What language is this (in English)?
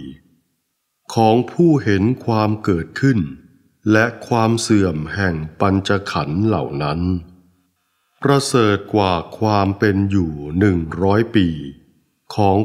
Thai